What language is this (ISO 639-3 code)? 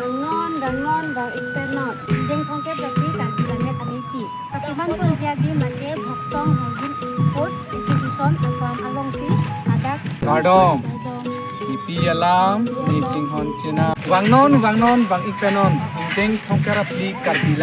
mjw